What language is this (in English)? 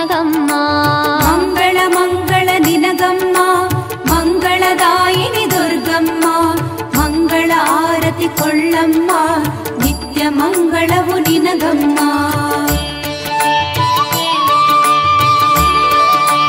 Kannada